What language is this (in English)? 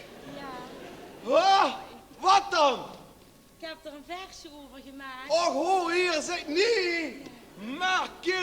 Limburgish